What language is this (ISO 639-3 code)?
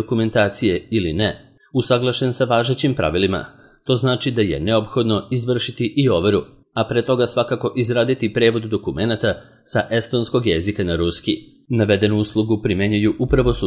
srp